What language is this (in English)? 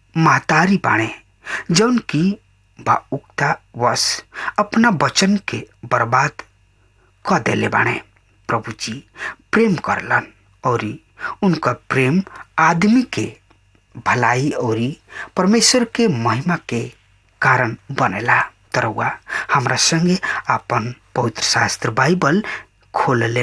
Bhojpuri